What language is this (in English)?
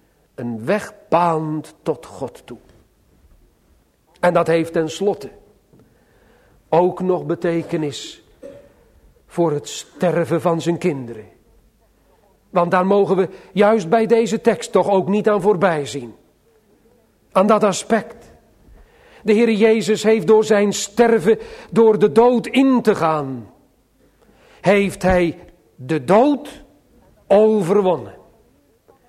Dutch